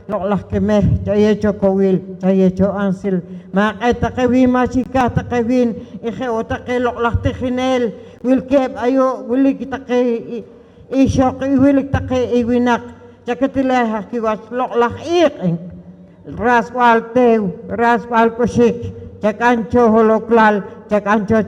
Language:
Poqomchi'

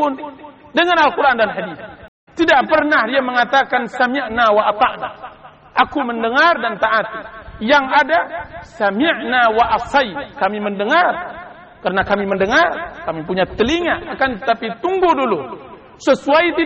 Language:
Indonesian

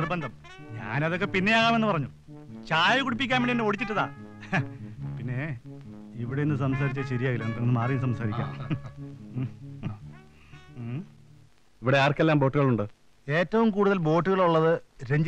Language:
Malayalam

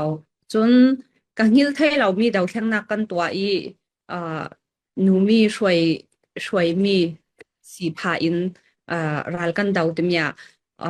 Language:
Falam Chin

